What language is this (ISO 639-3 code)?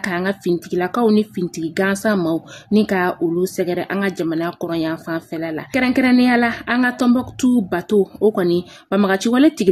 bam